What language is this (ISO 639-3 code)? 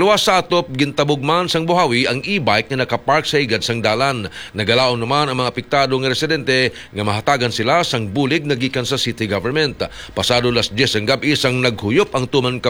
hil